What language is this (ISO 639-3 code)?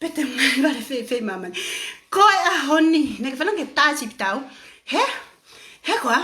ton